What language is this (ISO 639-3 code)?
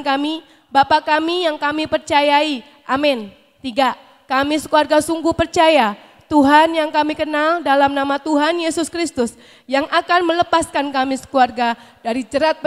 ind